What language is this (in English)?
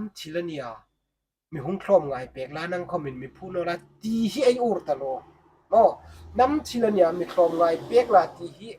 Hmar